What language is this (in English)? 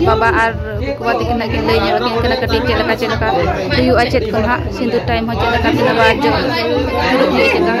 Santali